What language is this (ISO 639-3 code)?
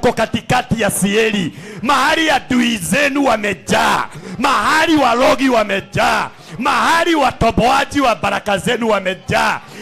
swa